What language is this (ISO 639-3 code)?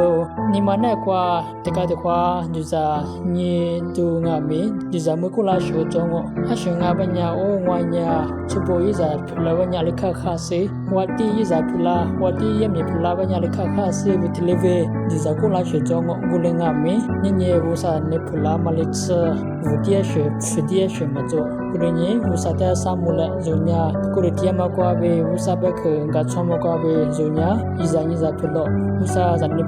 lis